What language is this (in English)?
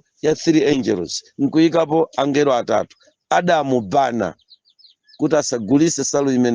Nyanja